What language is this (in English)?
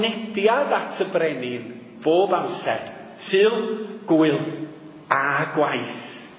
Welsh